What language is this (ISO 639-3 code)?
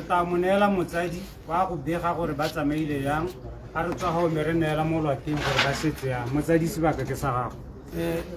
tsn